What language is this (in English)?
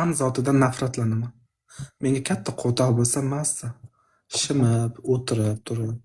Uzbek